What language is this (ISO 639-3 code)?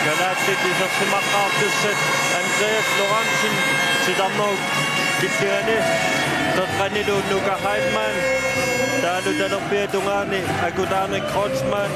kal